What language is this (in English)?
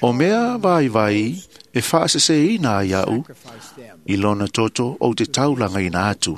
Samoan